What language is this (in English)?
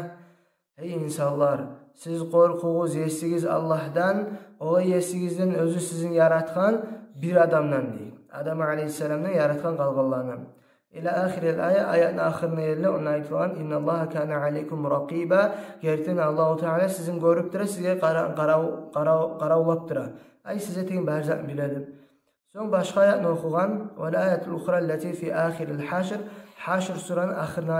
Kumyk